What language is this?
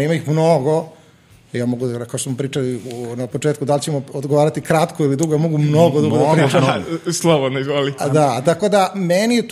Serbian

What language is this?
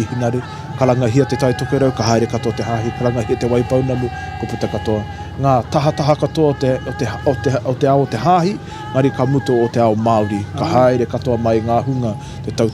Māori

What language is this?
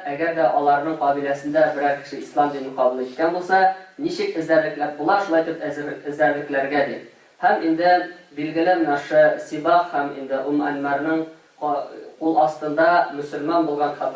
Tatar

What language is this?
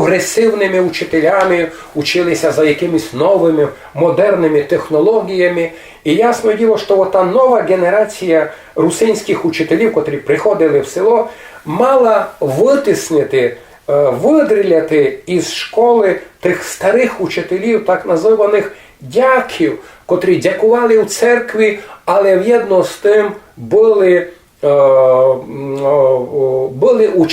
Rusyn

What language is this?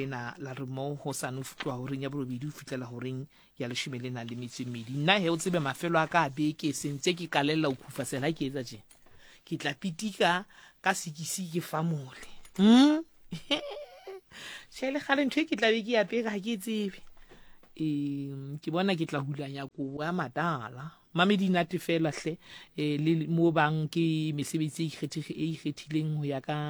Southern Sotho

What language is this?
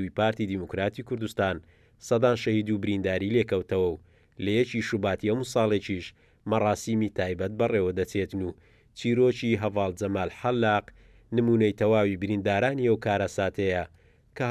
Central Kurdish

